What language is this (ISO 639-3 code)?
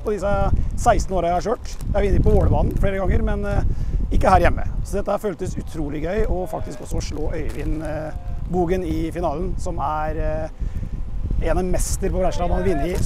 nor